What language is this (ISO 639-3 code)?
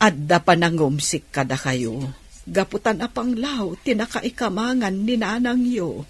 ilo